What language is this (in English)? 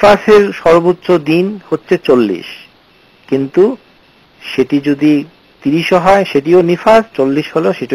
Bangla